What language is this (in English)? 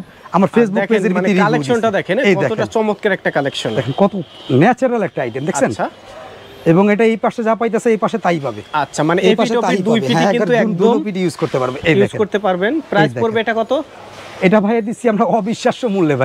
Bangla